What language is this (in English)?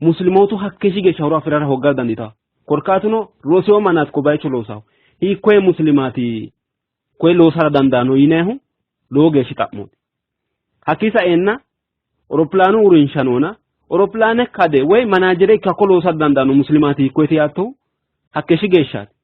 Sidamo